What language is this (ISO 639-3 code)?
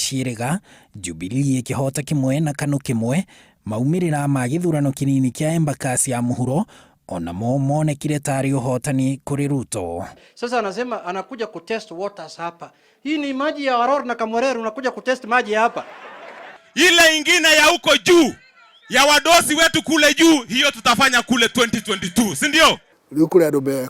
kik